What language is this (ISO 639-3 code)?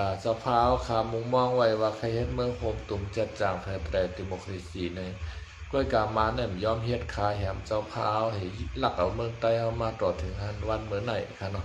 shn